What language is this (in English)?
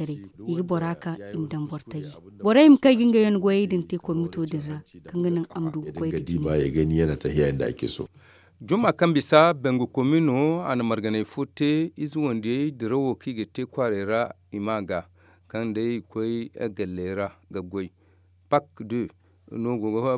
Zarma